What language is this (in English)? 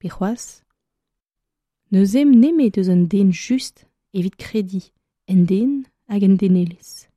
Breton